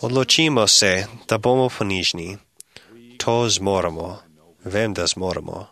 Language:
Slovenian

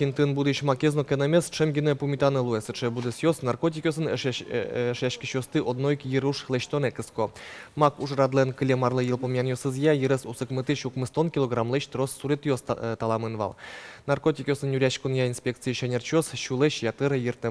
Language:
Udmurt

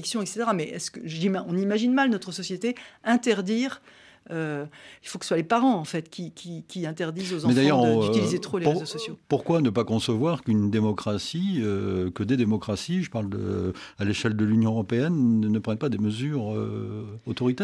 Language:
French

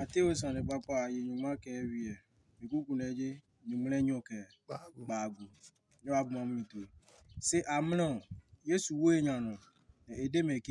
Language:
Adangme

